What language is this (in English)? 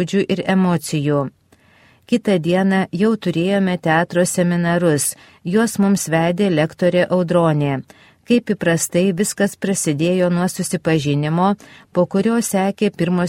Lithuanian